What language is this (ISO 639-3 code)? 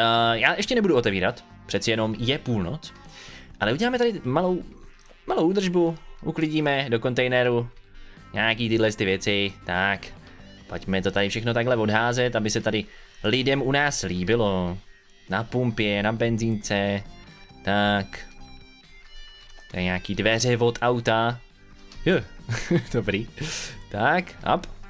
ces